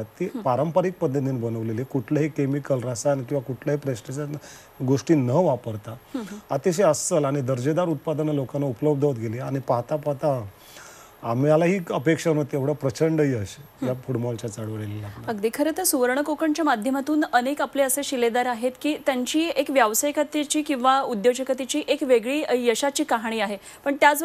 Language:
Marathi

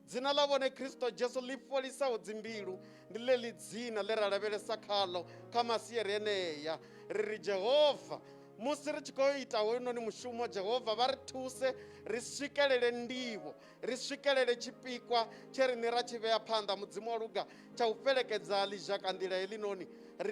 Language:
Venda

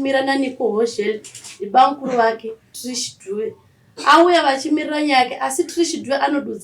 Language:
Shona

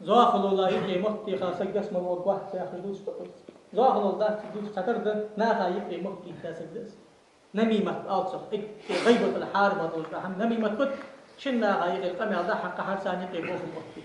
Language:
Ingush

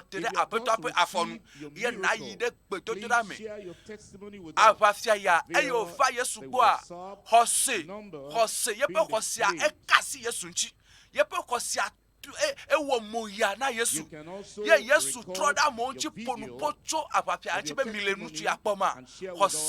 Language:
Ewe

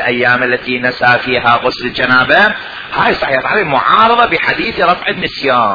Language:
Mesopotamian Arabic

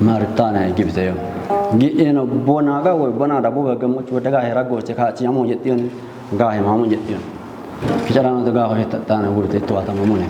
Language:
Kafa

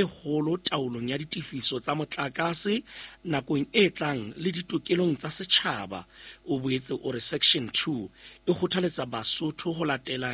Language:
Southern Sotho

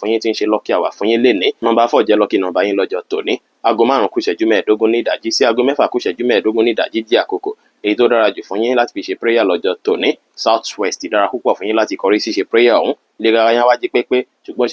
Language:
Yoruba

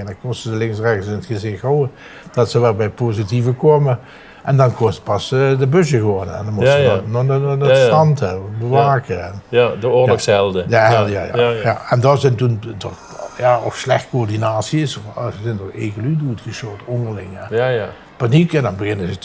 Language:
Limburgish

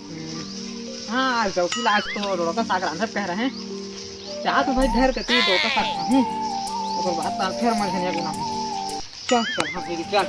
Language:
Chhattisgarhi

